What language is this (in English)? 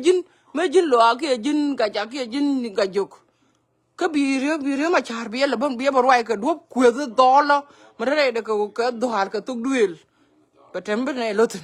Nuer